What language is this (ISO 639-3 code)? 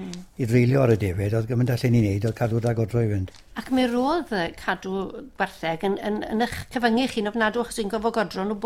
cym